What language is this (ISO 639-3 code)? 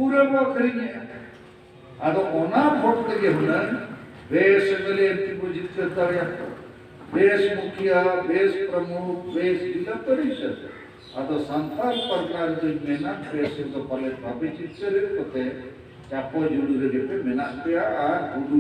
sat